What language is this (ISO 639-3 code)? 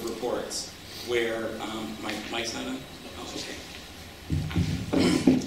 eng